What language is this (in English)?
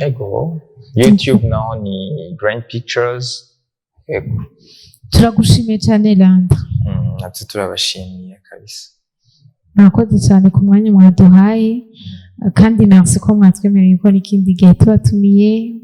Rundi